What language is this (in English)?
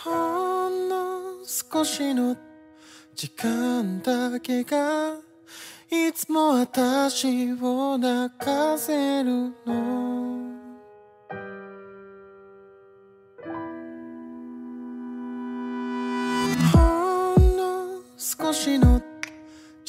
Japanese